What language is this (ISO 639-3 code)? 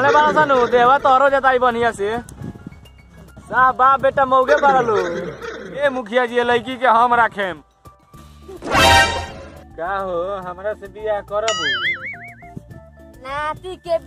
bho